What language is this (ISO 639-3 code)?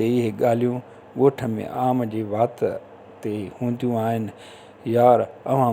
snd